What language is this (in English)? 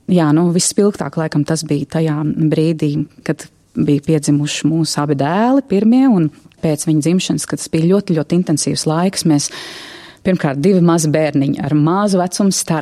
Latvian